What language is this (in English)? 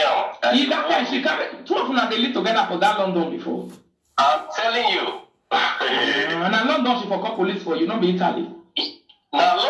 Nigerian Pidgin